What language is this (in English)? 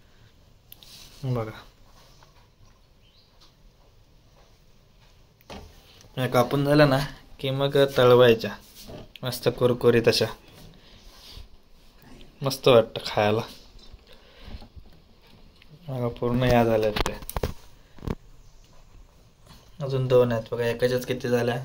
Marathi